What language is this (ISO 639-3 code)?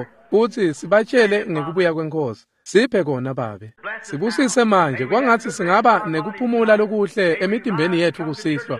ssw